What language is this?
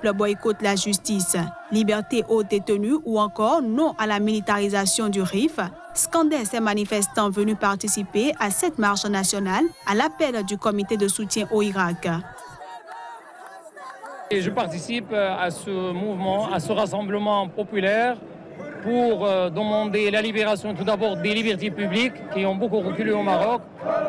French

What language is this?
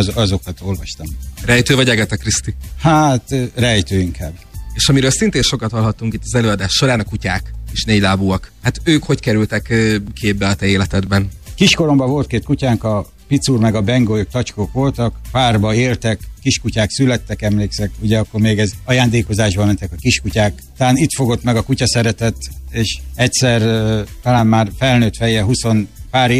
Hungarian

